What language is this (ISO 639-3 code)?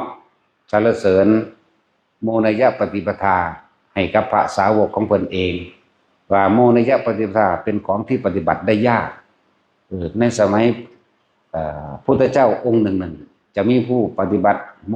tts